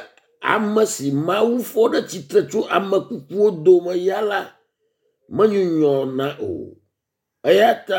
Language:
Ewe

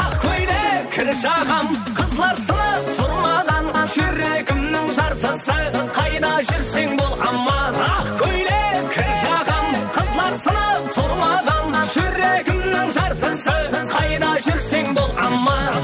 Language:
Kara-Kalpak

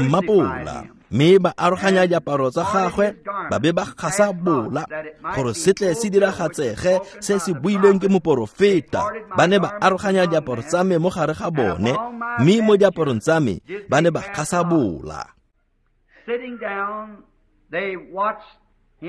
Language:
Tswana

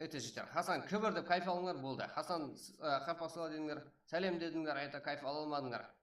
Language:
Kara-Kalpak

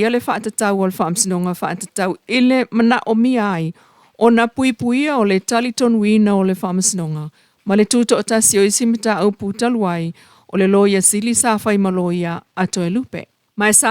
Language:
Samoan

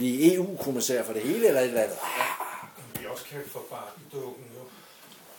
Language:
Danish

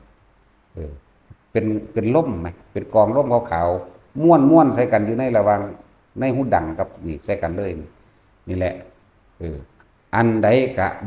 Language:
Lao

